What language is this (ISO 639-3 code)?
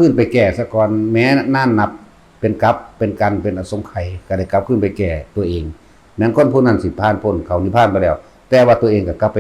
tts